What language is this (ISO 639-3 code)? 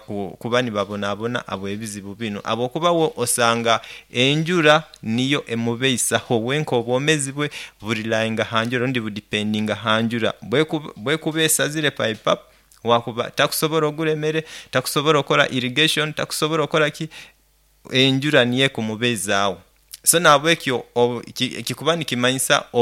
nyo